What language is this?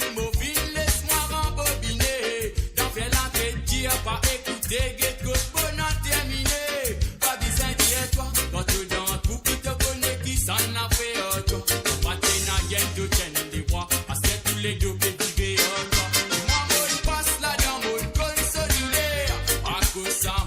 Morisyen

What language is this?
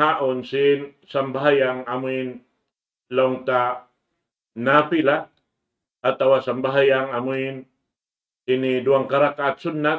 Tausug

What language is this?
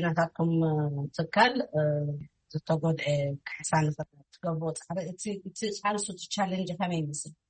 Tigrinya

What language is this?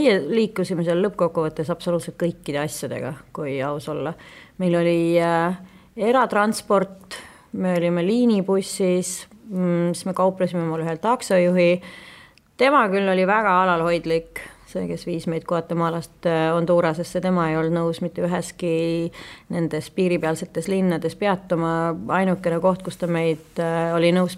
Estonian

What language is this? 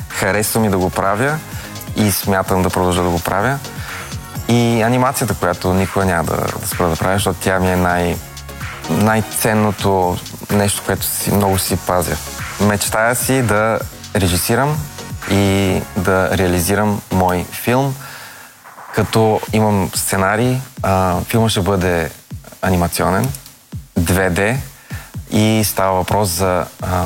Bulgarian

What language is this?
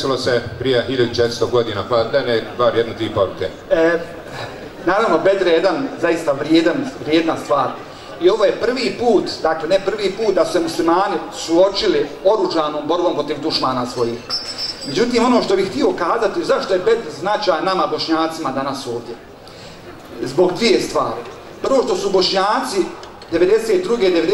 Bosnian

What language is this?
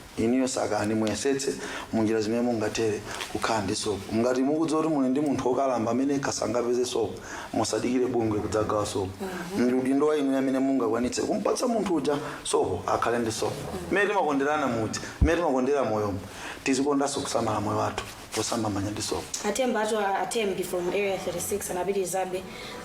Nyanja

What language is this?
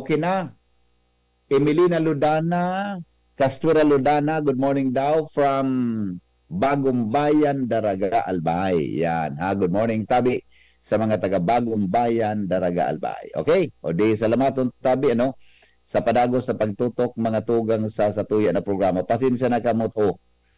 Bikol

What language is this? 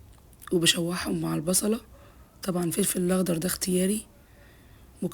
Egyptian Arabic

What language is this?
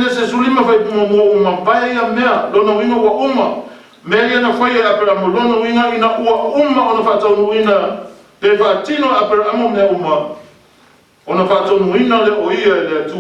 Samoan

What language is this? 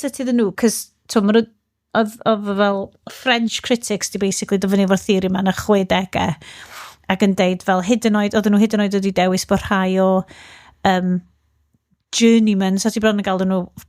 Welsh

